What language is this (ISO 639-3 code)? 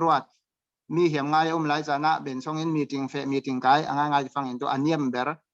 cfm